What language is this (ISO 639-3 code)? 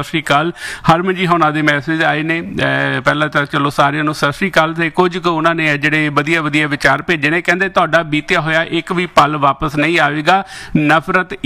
pan